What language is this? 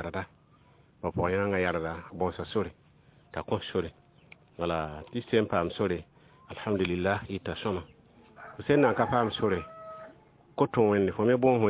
Mossi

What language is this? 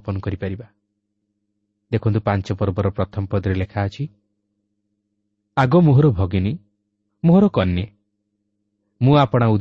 Odia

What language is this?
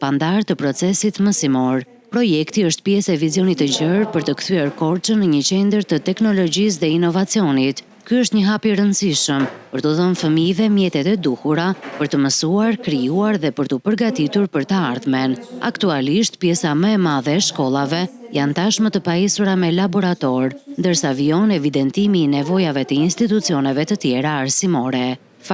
Albanian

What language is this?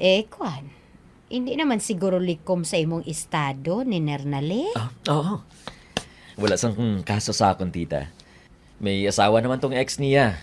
Hiligaynon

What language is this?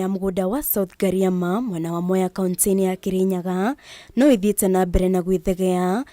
Kikuyu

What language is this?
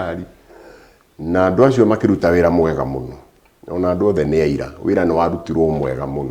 Kikuyu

